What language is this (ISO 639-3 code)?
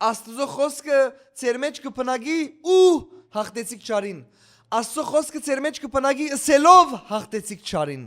hyw